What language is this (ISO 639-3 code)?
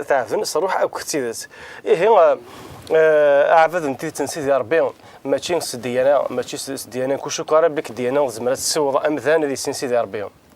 kab